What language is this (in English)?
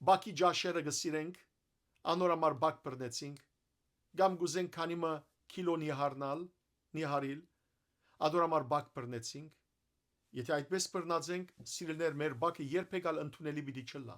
Western Armenian